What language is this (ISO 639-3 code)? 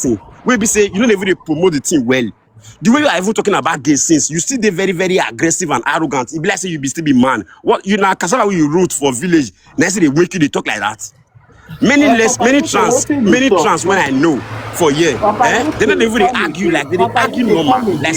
pcm